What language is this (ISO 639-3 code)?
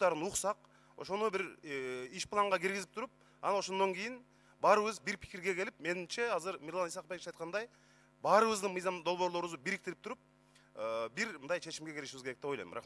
kir